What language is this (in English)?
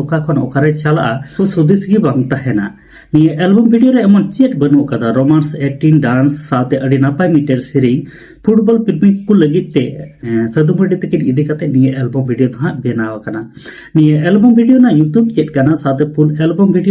Santali